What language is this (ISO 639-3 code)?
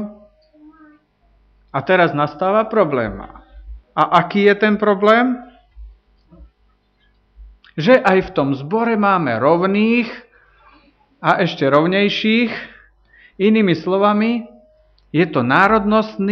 slk